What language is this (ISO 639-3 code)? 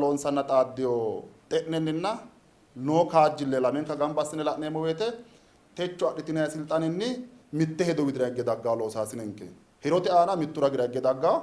sid